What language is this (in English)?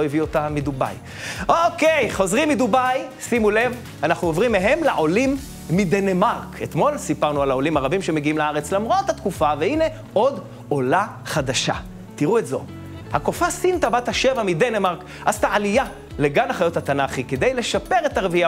Hebrew